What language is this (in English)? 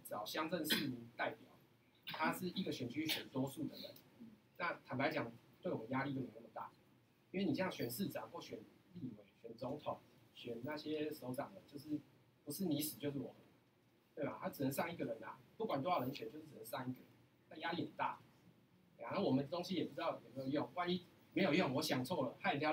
Chinese